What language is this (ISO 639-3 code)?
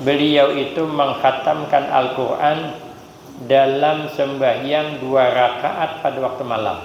bjn